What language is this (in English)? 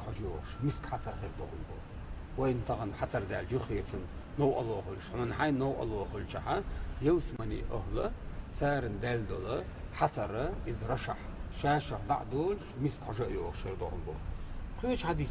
Chechen